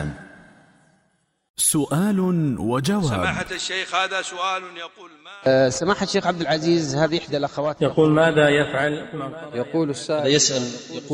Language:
Arabic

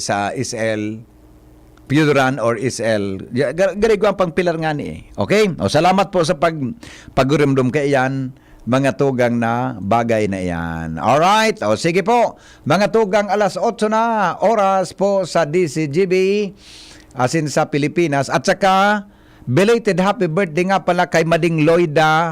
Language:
Bikol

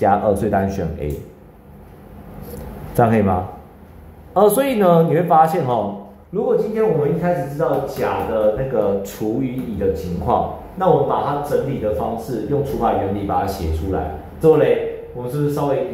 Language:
Chinese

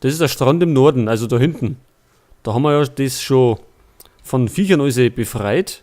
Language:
Bavarian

